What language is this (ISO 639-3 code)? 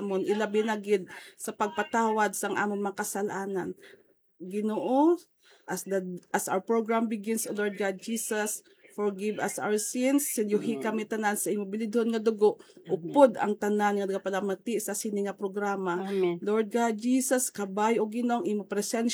hil